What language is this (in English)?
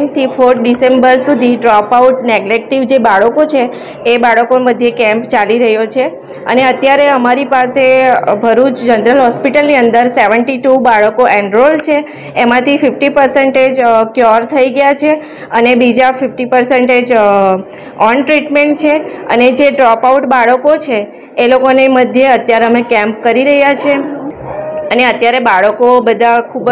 Gujarati